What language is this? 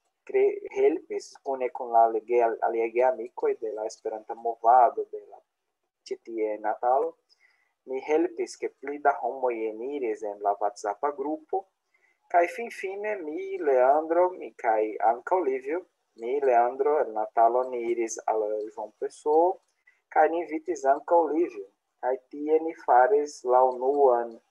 Esperanto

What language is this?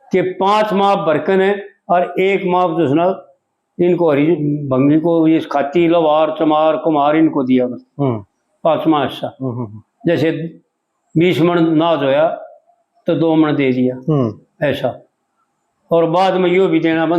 Haryanvi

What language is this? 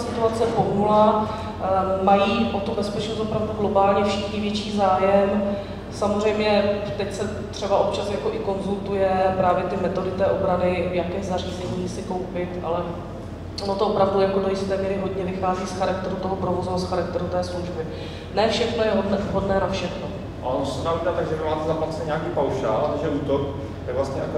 Czech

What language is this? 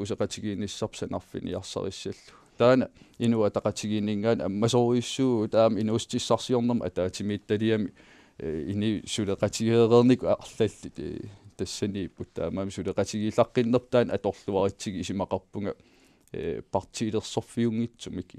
Kalaallisut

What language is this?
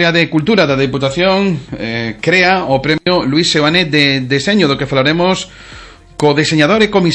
Galician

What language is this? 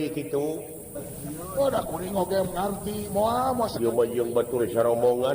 Sundanese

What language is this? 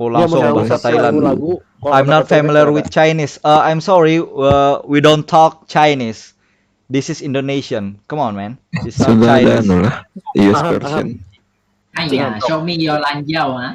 Banjar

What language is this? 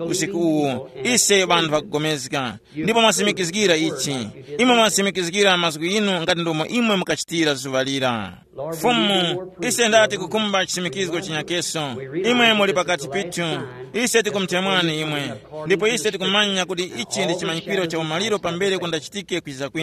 Tumbuka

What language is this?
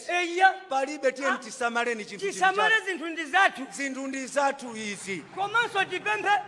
Nyanja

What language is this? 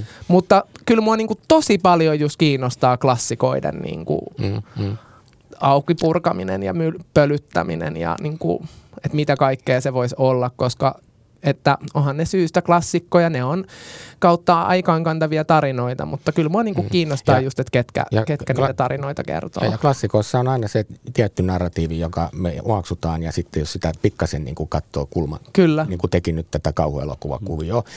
Finnish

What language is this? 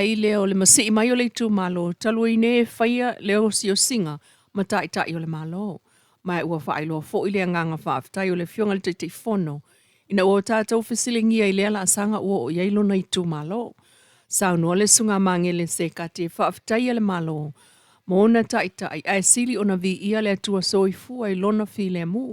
Samoan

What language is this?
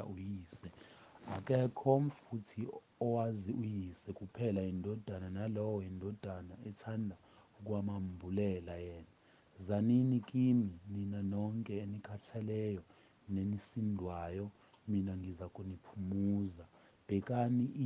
Zulu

